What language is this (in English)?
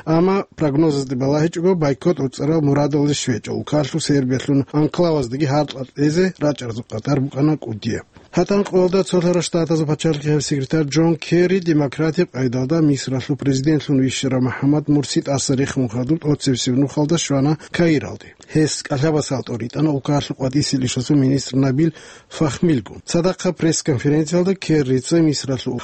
Avaric